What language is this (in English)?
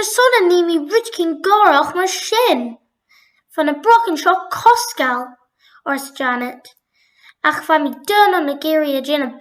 Scottish Gaelic